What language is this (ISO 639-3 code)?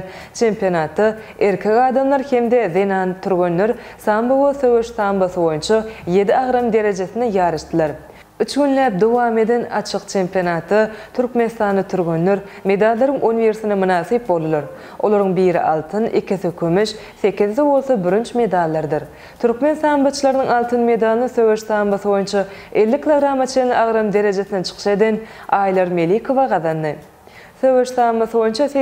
tuk